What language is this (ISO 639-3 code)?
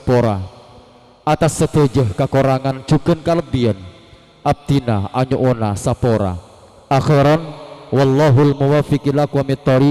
mad